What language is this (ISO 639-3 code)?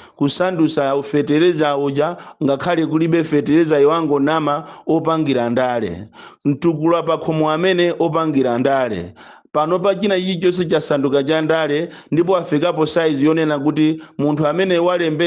nya